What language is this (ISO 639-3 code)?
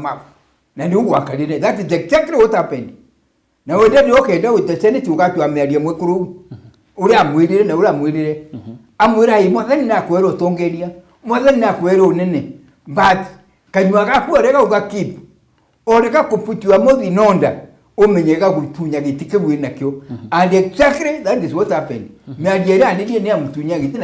mer